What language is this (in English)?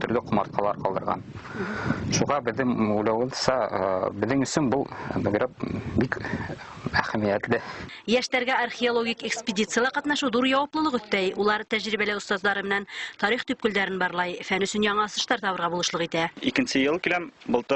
Bashkir